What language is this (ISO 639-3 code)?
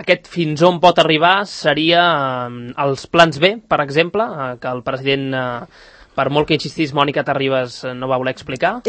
cat